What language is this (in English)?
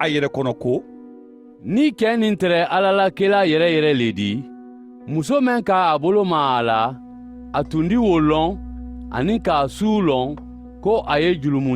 Mandingo